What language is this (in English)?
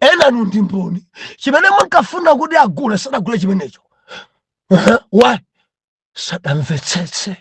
Nyanja